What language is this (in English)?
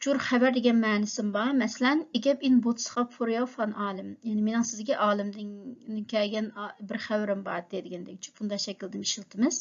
Uyghur